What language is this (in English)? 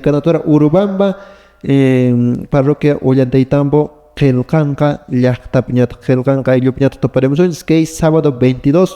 Quechua